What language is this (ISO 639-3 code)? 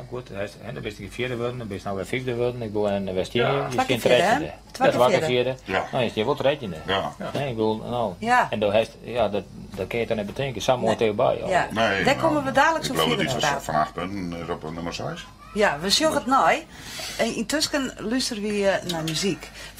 fry